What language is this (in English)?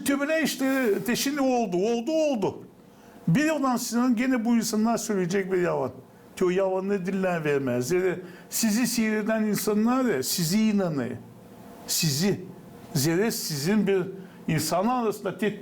Gagauz